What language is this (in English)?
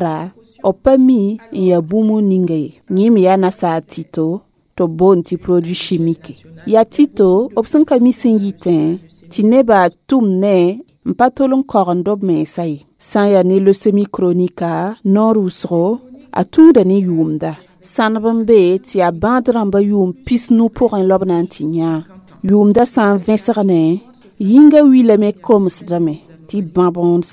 Mossi